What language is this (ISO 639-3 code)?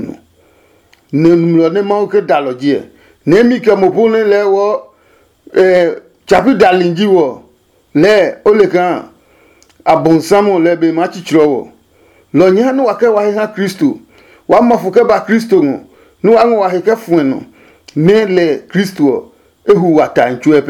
ada